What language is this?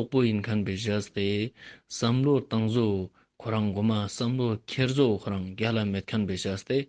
Ladakhi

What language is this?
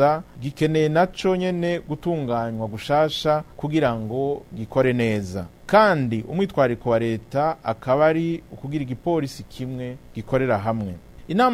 Rundi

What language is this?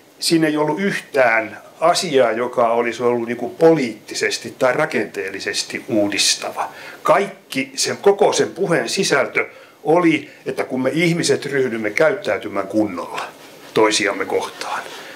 Finnish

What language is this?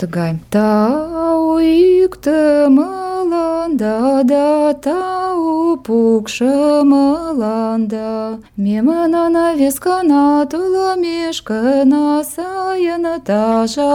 Mari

